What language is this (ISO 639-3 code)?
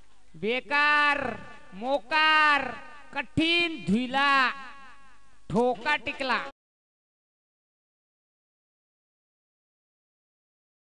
mar